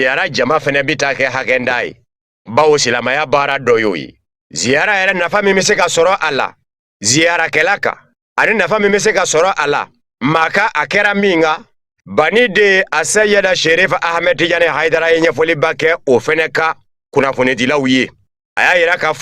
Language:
Bambara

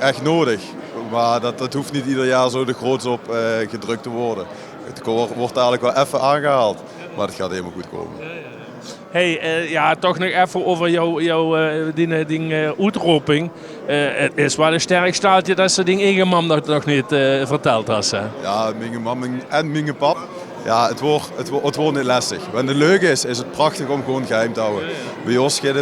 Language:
Limburgish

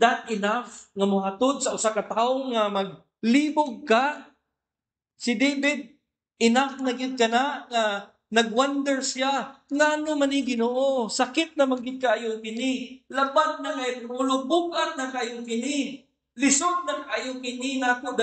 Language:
Cebuano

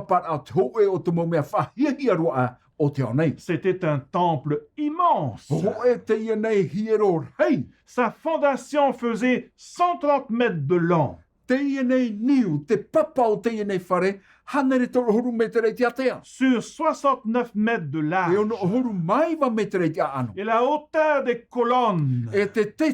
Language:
Tahitian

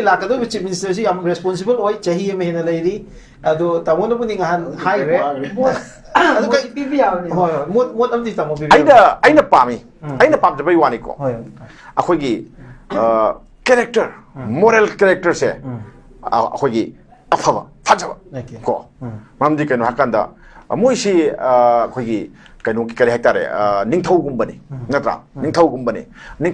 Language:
Manipuri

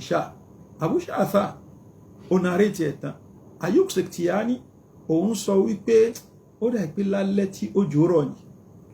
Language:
Yoruba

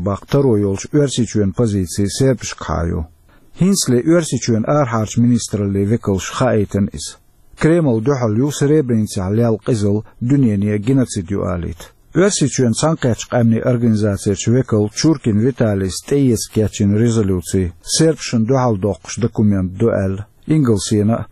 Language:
Chechen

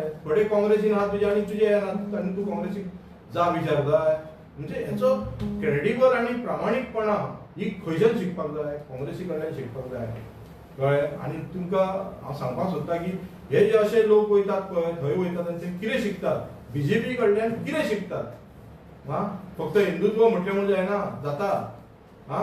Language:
Konkani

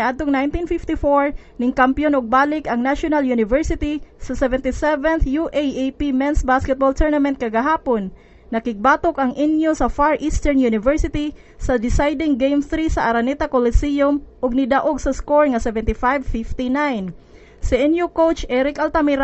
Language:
Cebuano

